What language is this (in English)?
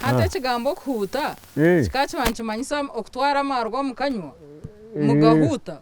Nyankole